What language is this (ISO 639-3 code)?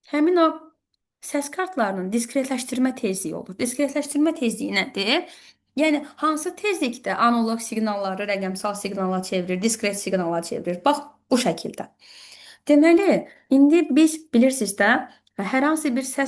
aze